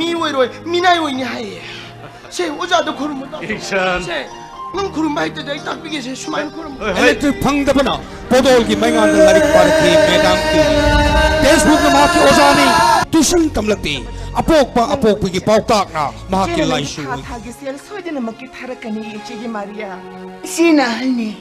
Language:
Manipuri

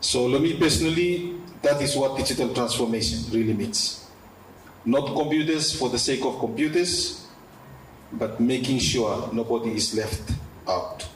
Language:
Bislama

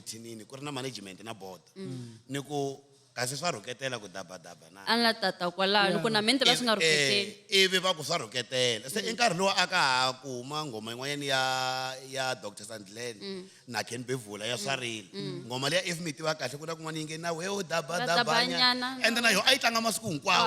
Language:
Tsonga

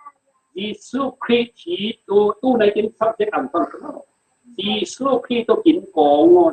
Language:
Falam Chin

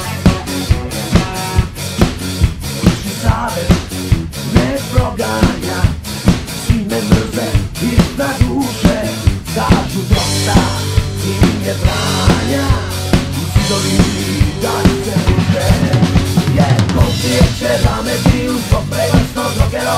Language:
Serbian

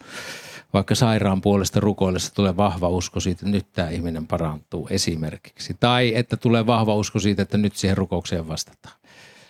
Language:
Finnish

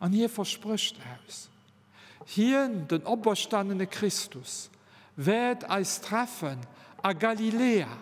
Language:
Luxembourgish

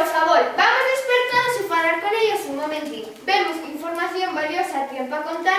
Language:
Asturian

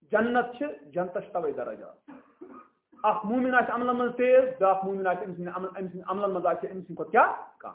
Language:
Kashmiri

